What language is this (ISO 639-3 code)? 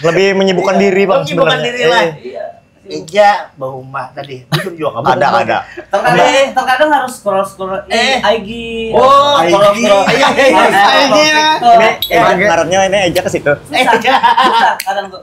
bjn